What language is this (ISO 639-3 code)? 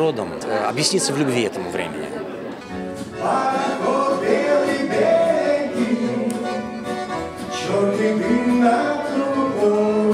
rus